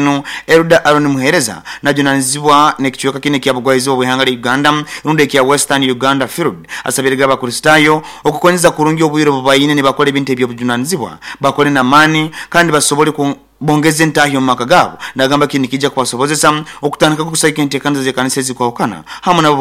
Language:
Nyoro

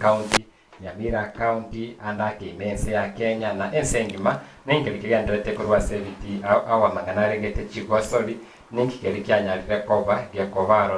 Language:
Gusii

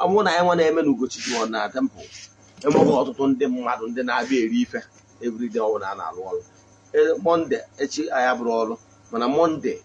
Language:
Igbo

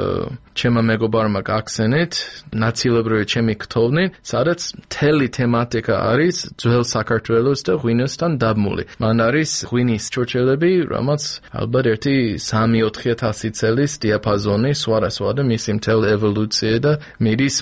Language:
Georgian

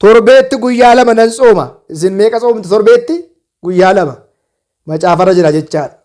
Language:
Oromo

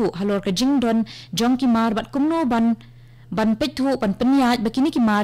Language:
Khasi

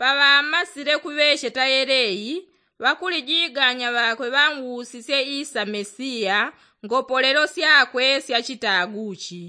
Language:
Yao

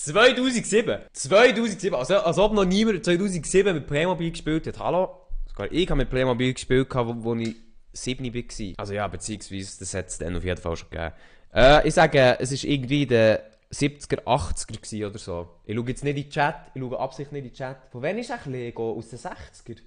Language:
Swiss German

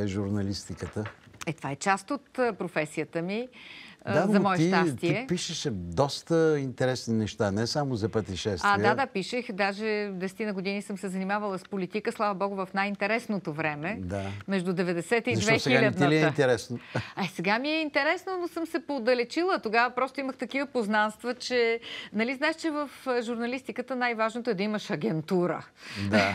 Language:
Bulgarian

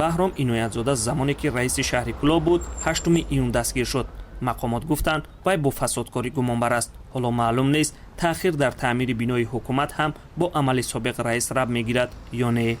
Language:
Tajik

